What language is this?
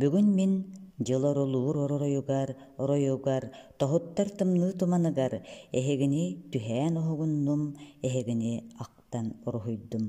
Yakut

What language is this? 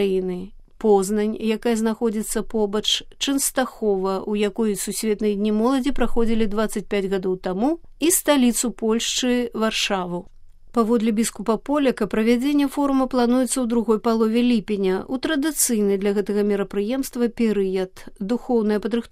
Belarusian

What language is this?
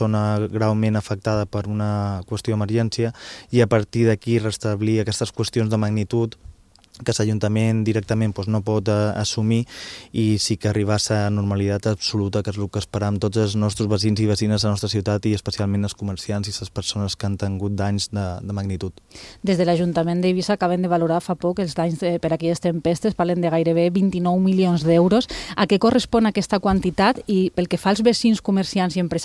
Catalan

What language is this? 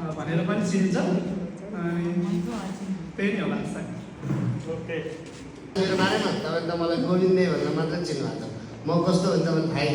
Nepali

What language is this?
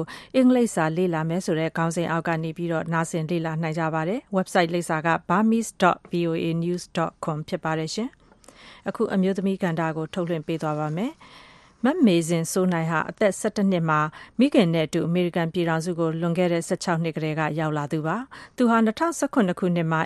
Burmese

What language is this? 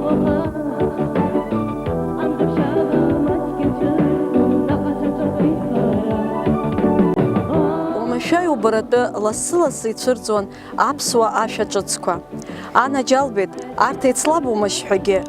Abkhazian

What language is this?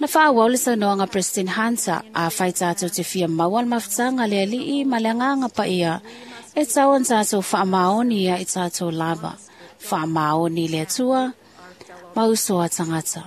Samoan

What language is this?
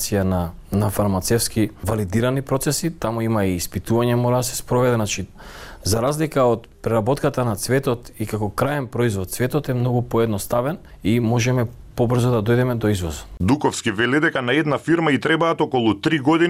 Macedonian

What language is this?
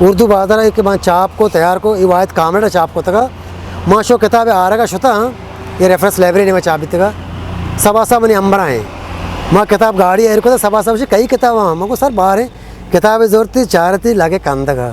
Eastern Balochi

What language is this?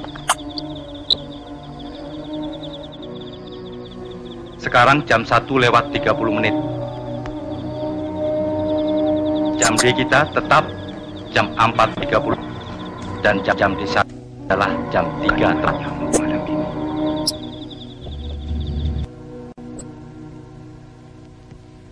Indonesian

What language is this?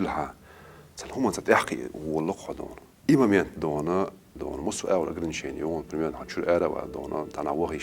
Chechen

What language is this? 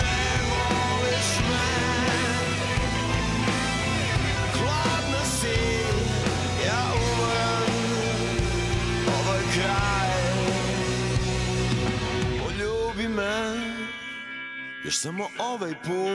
Croatian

